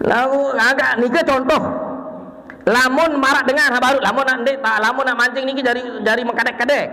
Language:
Sasak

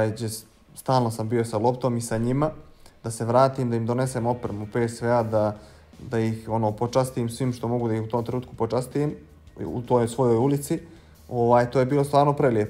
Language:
Bosnian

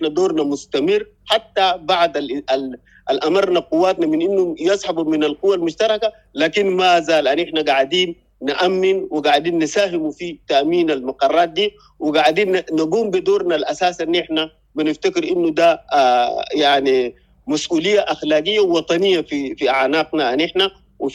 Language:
Sudanese Arabic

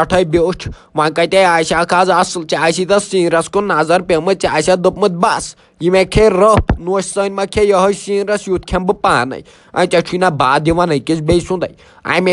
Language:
Kashmiri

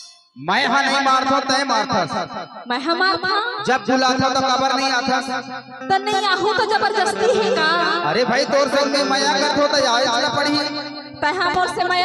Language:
Chhattisgarhi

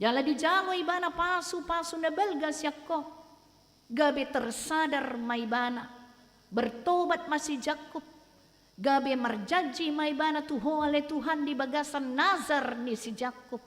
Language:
Batak Toba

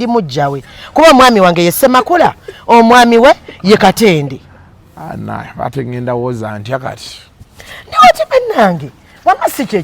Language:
Ganda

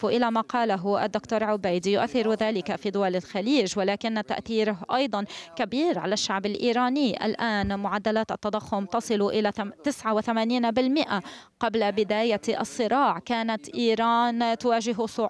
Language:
Arabic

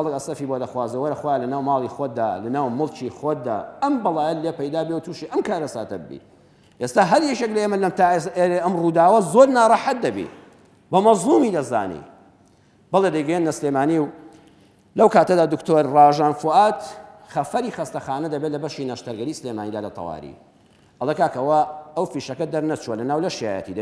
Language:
Central Kurdish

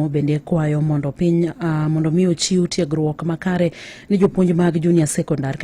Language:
Luo (Kenya and Tanzania)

